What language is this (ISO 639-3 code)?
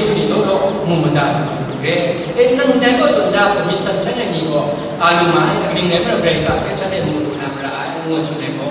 kac